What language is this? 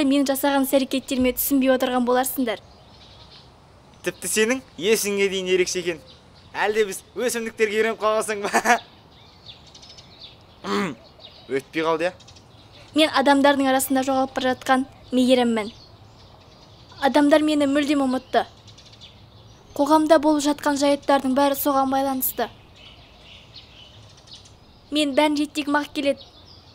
Kazakh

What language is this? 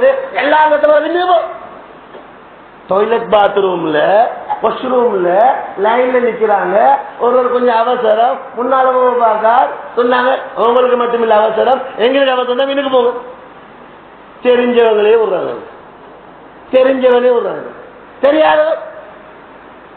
Tamil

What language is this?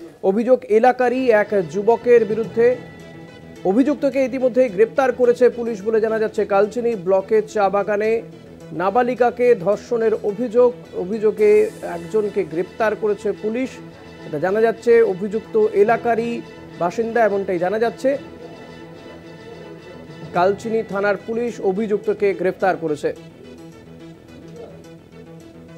Bangla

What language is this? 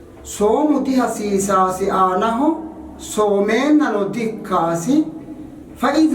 Sidamo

